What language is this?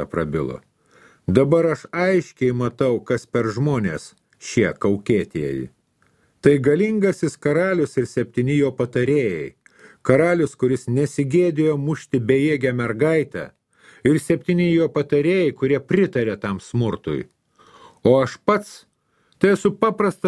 Lithuanian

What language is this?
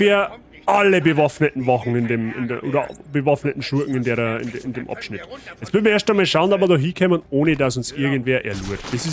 Bavarian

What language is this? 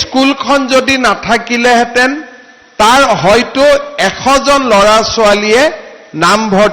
Assamese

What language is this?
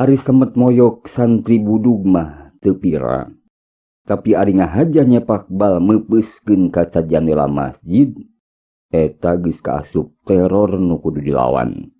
Sundanese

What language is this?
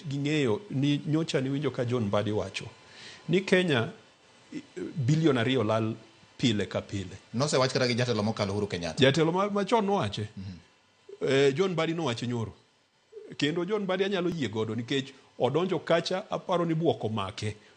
Luo (Kenya and Tanzania)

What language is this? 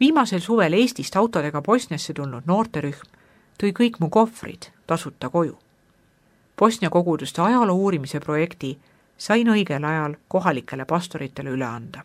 Estonian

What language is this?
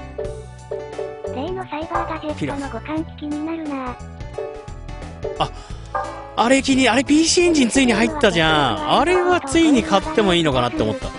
Japanese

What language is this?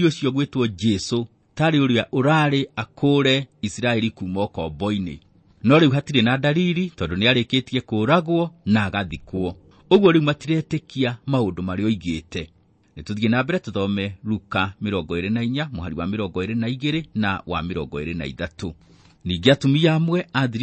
Kikuyu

